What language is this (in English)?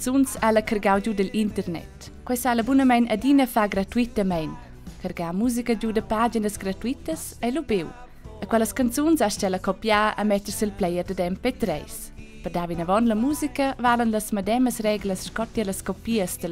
Romansh